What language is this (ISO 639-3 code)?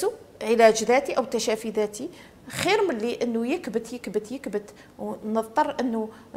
arq